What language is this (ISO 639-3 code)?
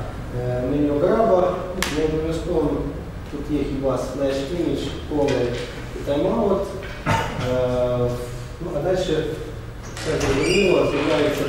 ukr